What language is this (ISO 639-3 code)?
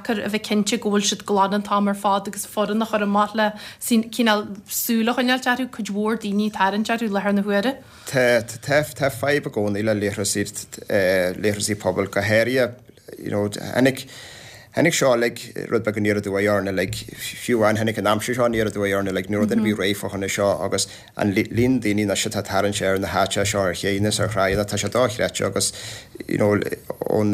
gle